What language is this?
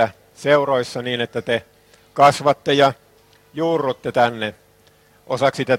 Finnish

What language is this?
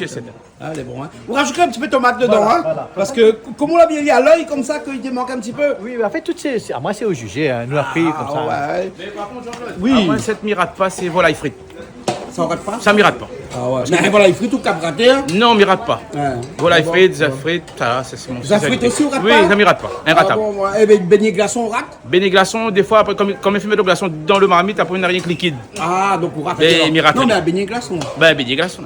Réunion Creole French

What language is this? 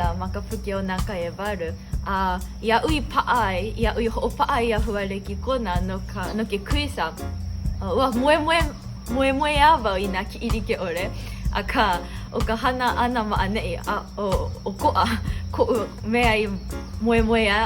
Hawaiian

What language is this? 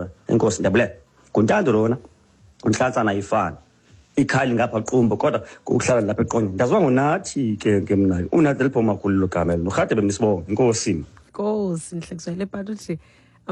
Xhosa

